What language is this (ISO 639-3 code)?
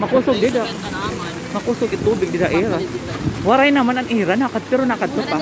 war